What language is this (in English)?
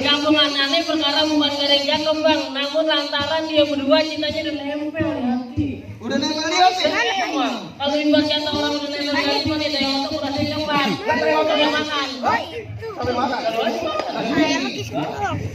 Betawi